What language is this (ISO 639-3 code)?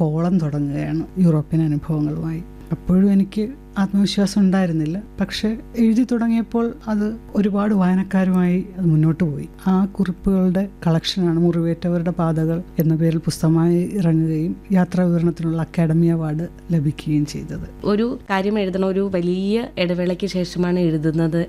mal